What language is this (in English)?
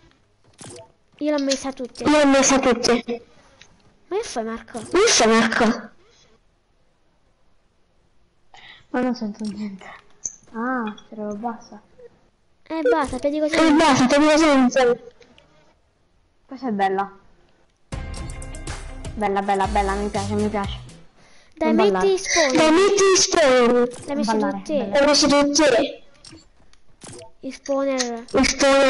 Italian